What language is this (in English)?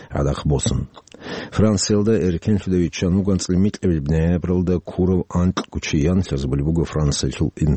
Avaric